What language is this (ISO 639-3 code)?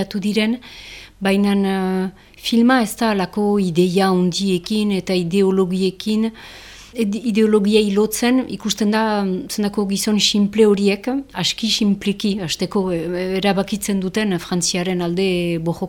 eus